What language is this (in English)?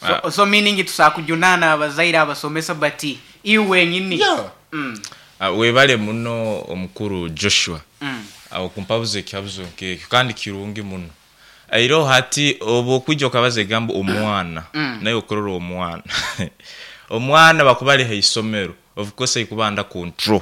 Nyoro